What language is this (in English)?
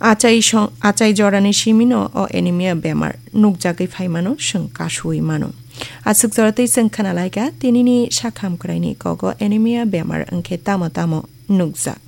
Kok Borok